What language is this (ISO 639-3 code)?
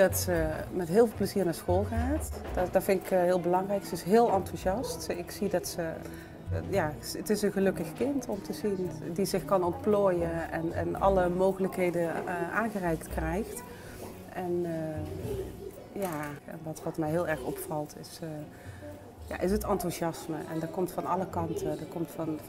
nld